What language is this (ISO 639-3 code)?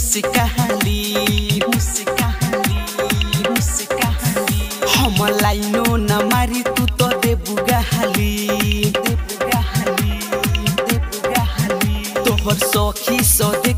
bho